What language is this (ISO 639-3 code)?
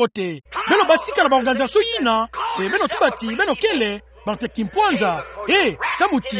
ktu